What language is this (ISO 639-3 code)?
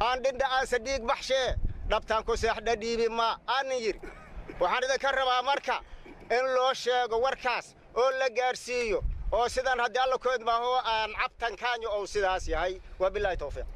som